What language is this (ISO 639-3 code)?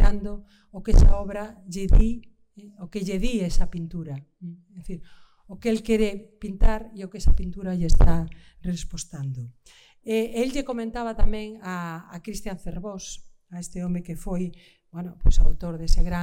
glg